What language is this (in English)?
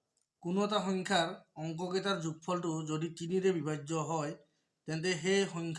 Assamese